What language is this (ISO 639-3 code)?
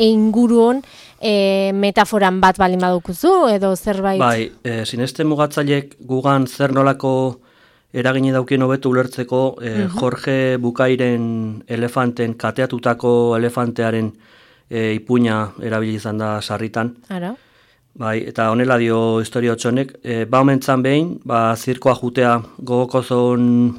eus